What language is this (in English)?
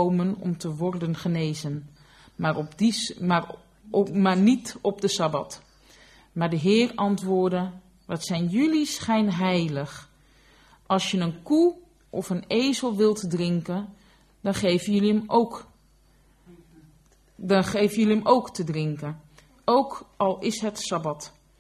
Dutch